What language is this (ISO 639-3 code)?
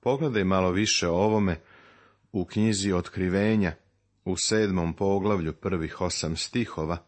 srp